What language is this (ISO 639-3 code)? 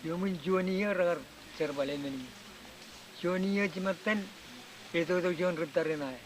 mah